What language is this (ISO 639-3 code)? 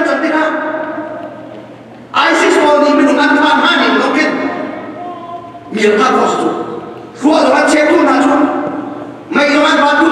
msa